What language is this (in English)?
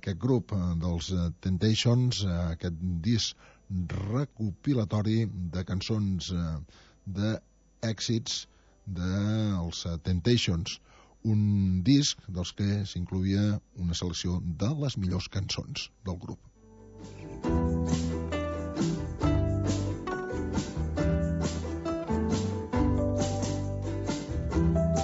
Catalan